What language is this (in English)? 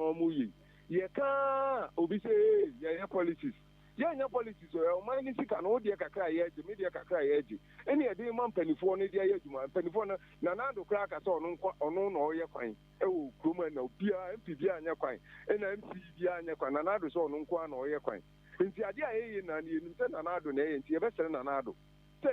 Akan